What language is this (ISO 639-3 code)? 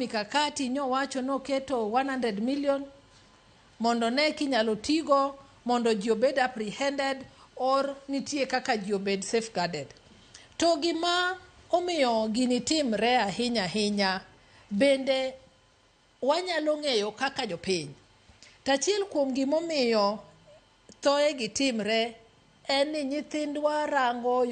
luo